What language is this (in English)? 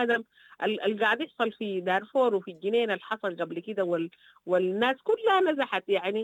Sudanese Arabic